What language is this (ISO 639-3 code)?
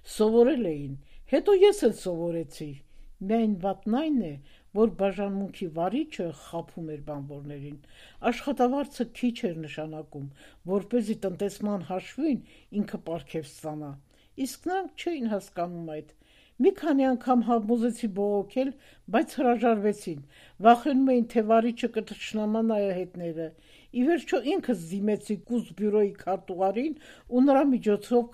hye